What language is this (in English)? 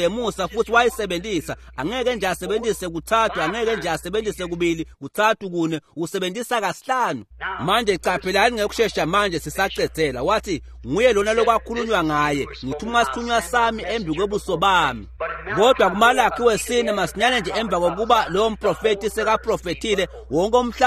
Swati